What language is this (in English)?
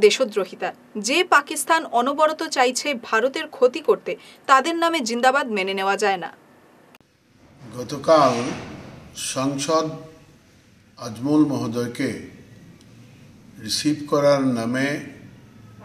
Bangla